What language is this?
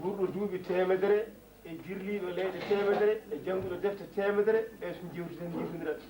Fula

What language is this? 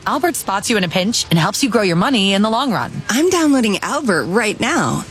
English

